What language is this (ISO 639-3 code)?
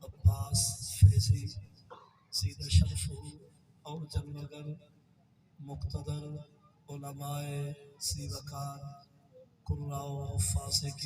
skr